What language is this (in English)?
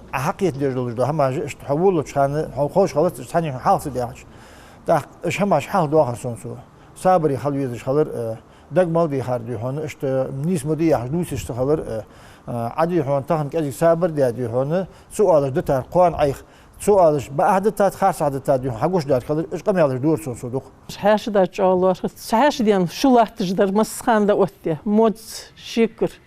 Ingush